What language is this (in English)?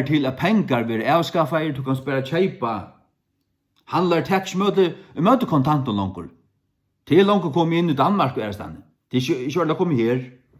Faroese